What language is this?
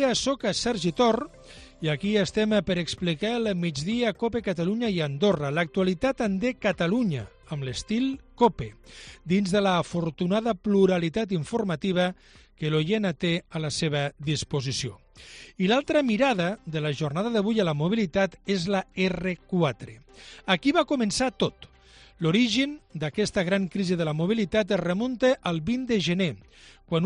Catalan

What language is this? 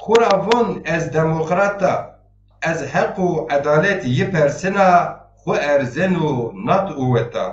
Zaza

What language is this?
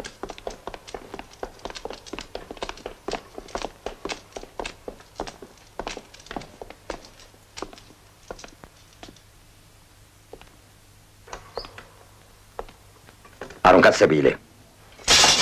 Romanian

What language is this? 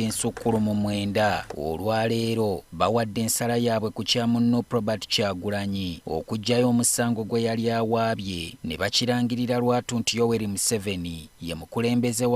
Ganda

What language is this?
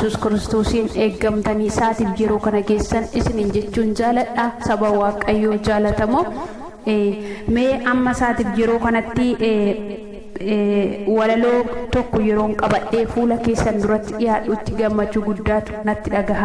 Oromo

